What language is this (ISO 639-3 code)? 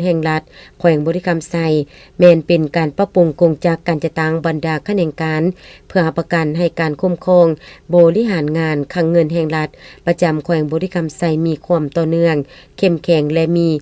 lao